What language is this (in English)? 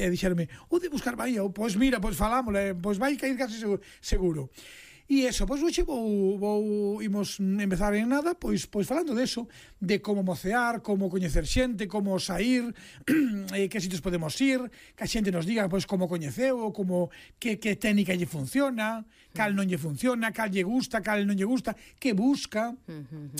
Galician